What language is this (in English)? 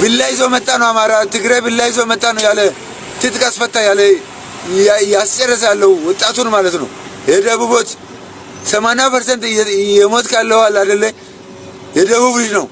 Amharic